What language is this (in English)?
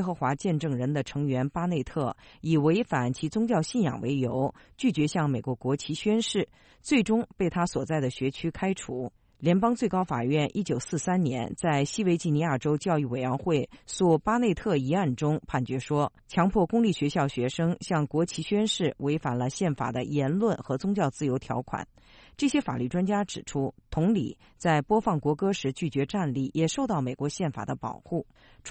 Chinese